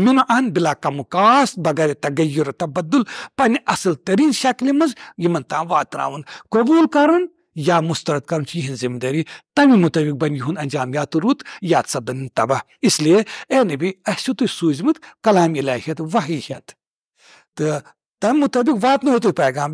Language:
Kashmiri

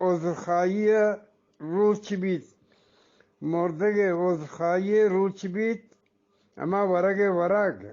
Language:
Eastern Balochi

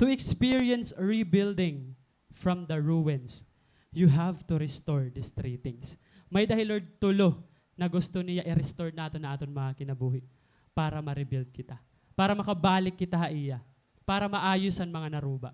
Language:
Waray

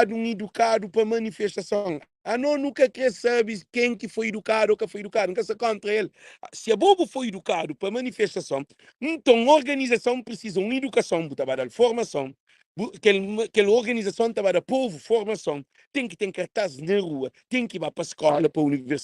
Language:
Kabuverdianu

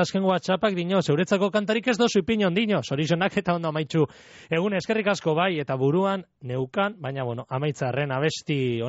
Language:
Basque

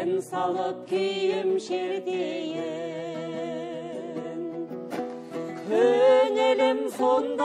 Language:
Kazakh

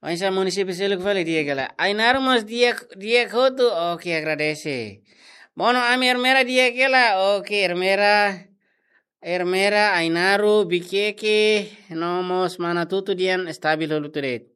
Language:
Tetum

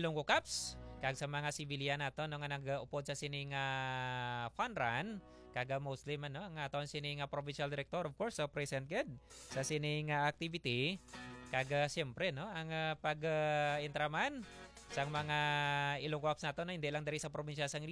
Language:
Hiligaynon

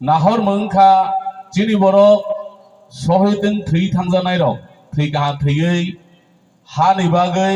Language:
Kok Borok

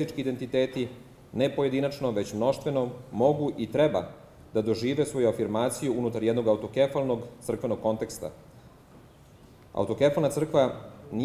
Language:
Serbian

